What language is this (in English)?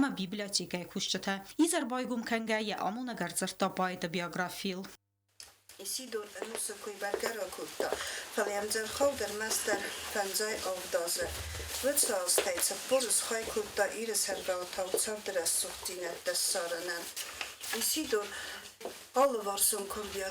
Ossetic